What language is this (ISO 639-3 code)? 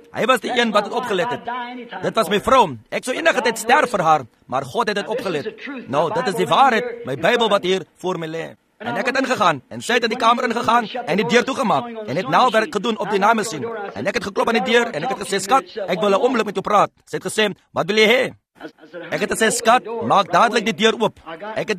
afr